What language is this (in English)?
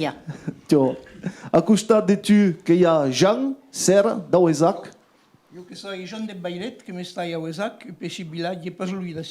Occitan